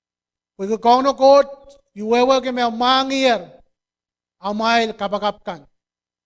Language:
Pohnpeian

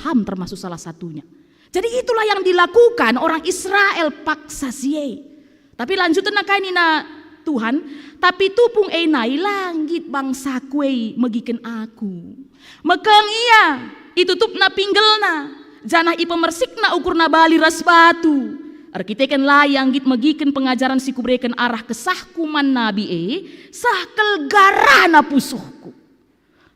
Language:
Batak Karo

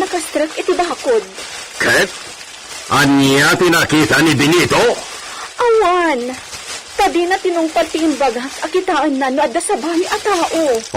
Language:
Iloko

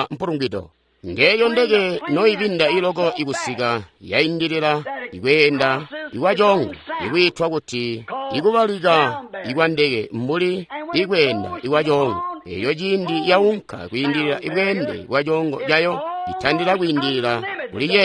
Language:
Tonga (Zambia)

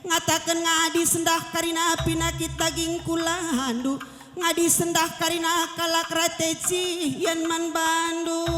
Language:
Batak Karo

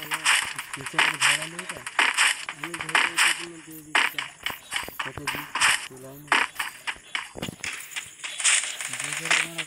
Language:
Bangla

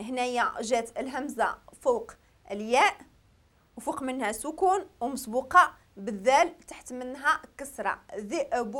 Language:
Moroccan Arabic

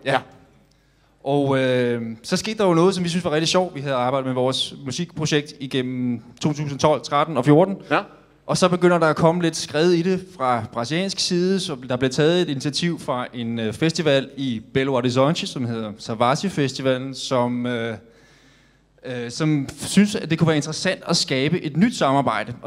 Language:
Danish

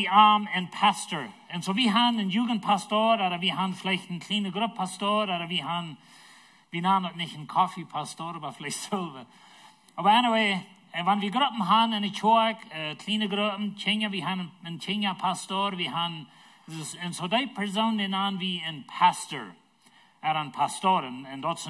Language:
Plautdietsch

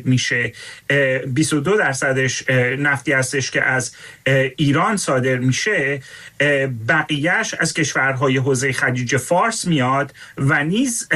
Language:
Persian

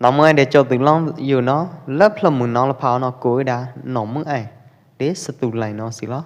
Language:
Pwo Eastern Karen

